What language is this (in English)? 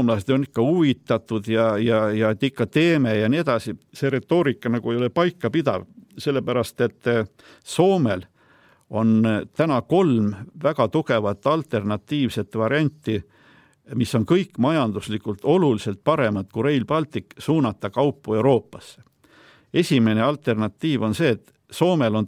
Estonian